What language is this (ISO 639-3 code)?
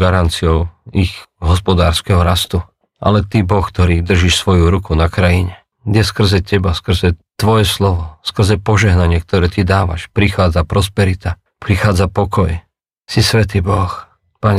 slk